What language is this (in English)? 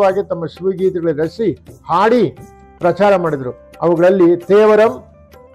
Kannada